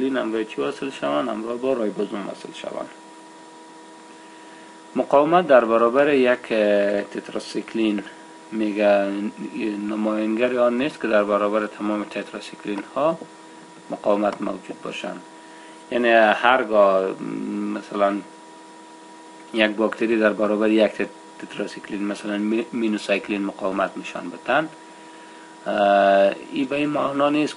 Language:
Persian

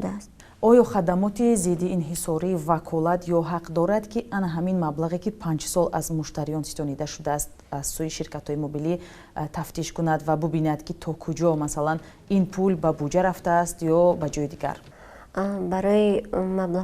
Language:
Tajik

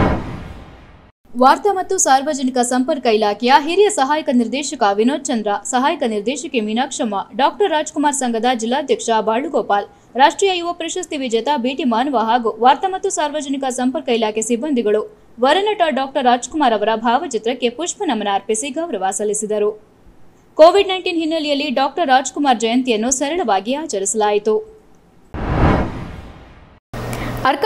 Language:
Kannada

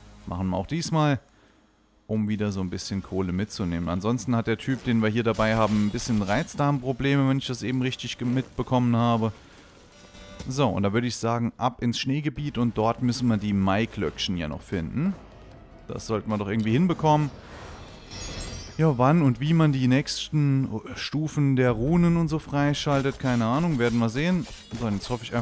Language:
German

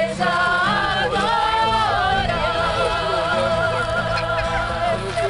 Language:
Portuguese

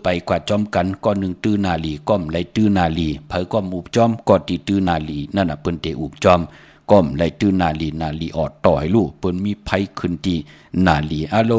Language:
Shan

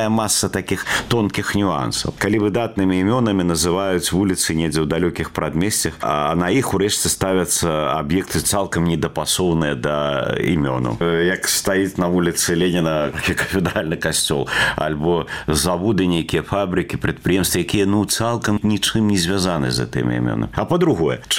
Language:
Belarusian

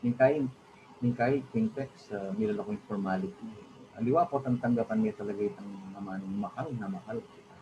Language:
Pampanga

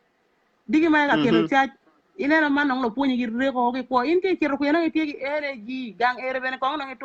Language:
Acoli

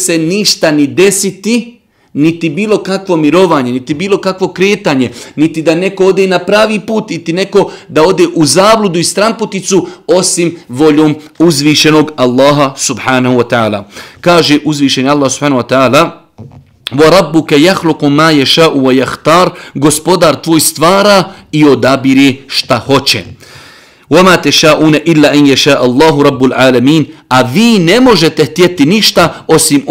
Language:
Bosnian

